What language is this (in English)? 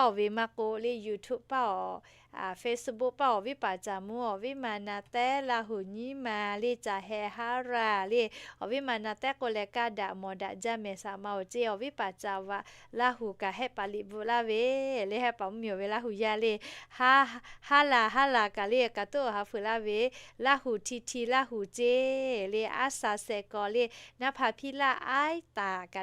Lahu